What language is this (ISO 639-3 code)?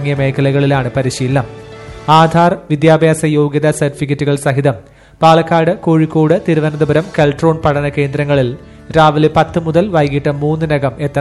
mal